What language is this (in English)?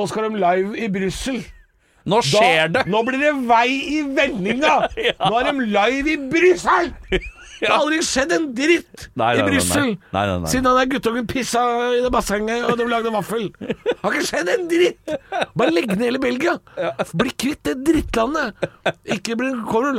Norwegian